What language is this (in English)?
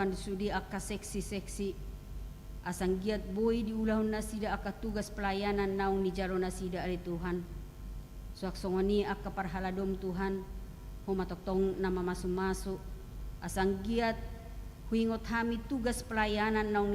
Batak Toba